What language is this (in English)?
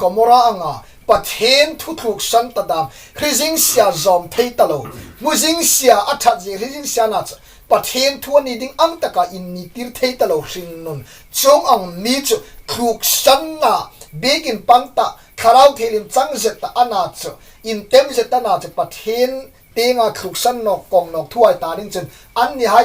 Hmar